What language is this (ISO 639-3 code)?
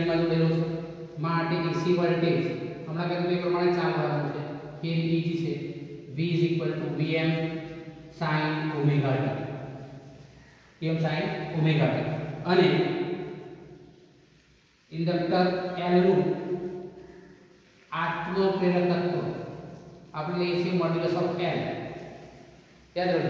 guj